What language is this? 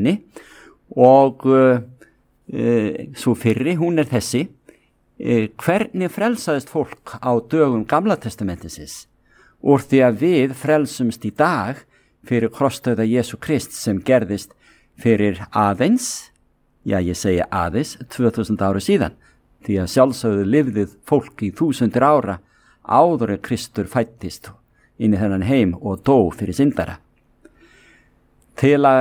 Icelandic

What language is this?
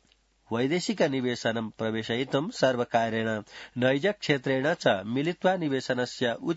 Sanskrit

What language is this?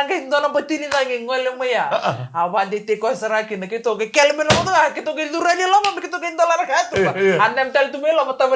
Fijian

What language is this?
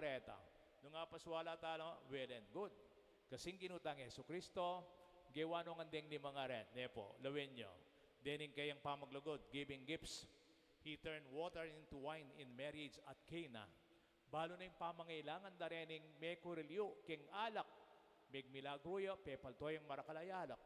Pampanga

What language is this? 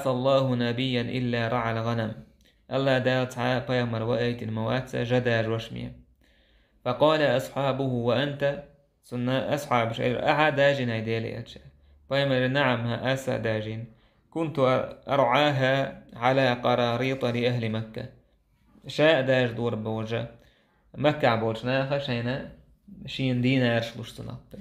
Chechen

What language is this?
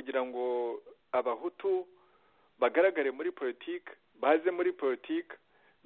Kinyarwanda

